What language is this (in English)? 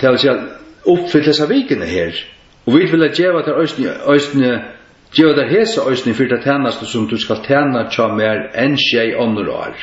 Faroese